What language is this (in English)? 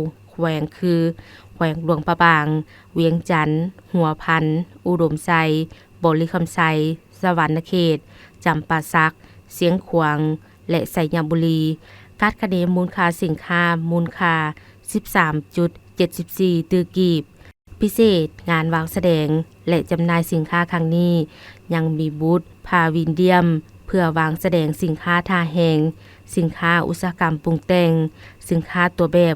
Lao